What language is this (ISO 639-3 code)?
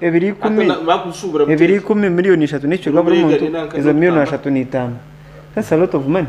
nyn